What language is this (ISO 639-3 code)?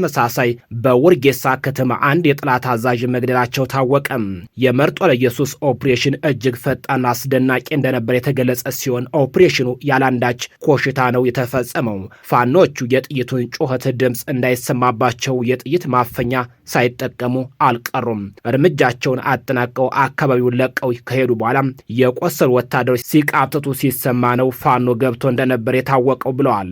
amh